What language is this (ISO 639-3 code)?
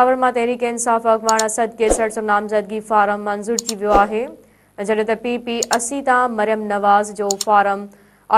snd